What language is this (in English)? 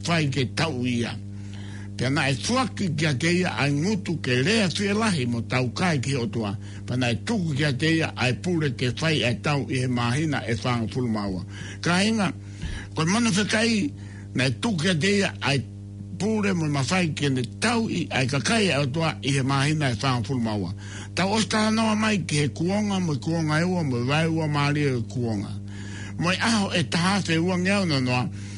Tongan